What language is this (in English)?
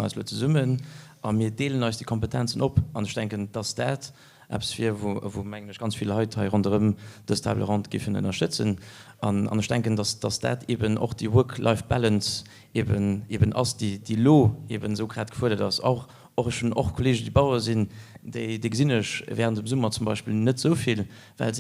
Luxembourgish